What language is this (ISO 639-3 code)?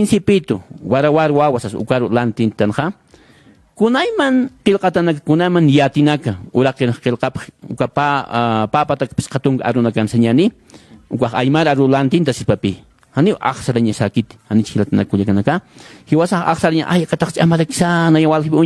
aym